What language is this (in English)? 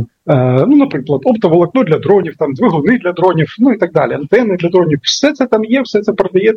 Ukrainian